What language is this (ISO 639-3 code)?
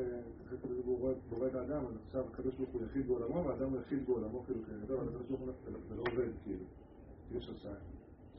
heb